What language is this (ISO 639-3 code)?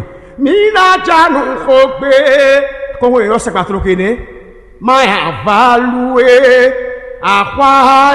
fon